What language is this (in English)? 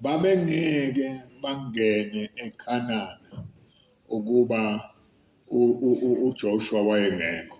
Zulu